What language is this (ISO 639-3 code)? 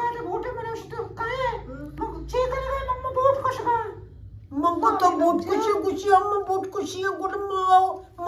bal